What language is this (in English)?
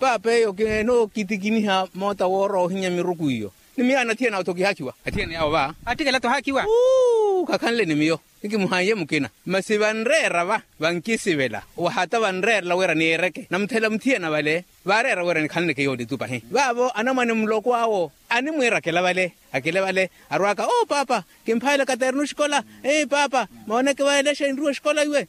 Makhuwa